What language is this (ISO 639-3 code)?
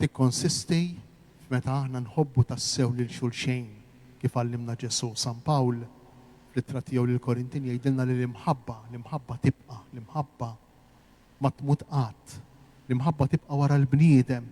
mlt